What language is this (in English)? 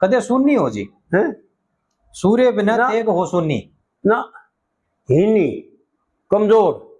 Haryanvi